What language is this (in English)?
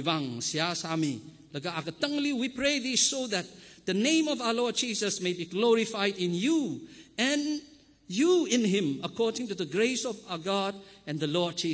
Tangkhul Naga (India)